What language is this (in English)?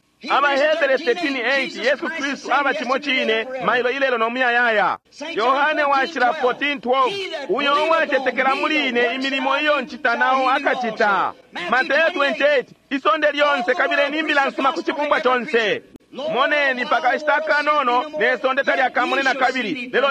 Bemba